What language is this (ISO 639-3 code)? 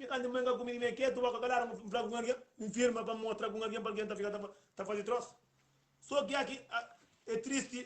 kea